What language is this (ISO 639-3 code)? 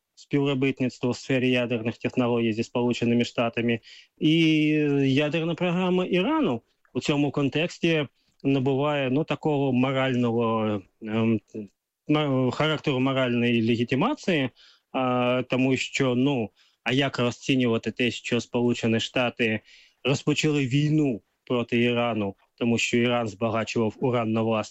ukr